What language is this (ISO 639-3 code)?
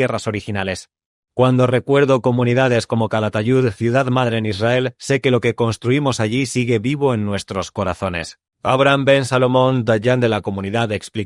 lad